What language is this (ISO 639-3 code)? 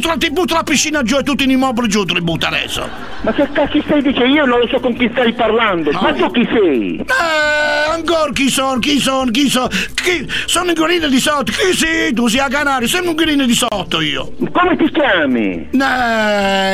ita